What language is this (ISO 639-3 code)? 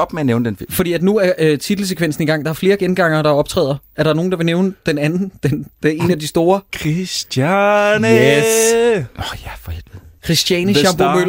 dan